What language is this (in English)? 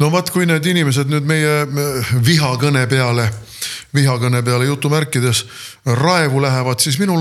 Estonian